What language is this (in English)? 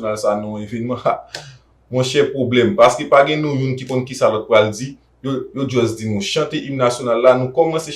Haitian Creole